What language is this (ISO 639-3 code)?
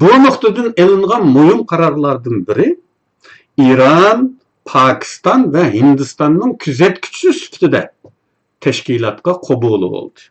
uig